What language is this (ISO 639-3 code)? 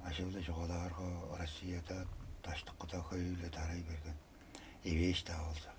tyv